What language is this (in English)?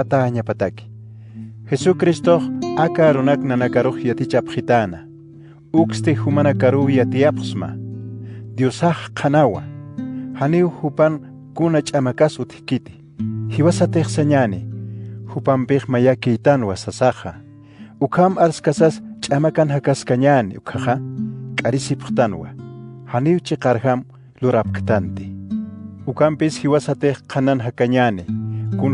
Aymara